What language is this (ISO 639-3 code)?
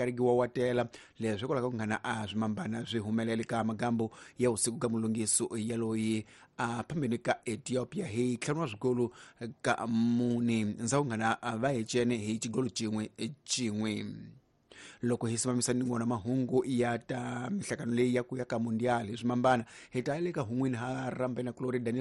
tso